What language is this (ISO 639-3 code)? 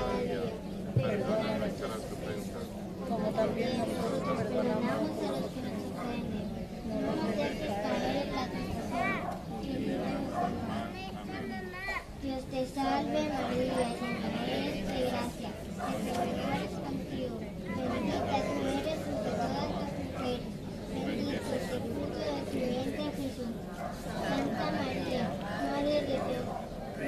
spa